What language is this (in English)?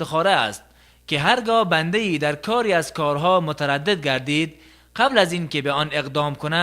Tajik